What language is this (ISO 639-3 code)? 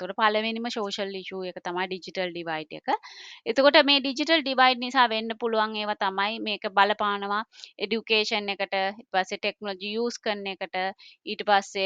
sin